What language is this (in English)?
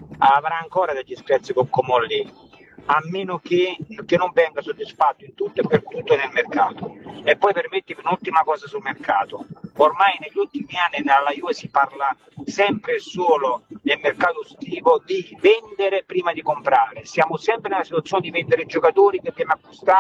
Italian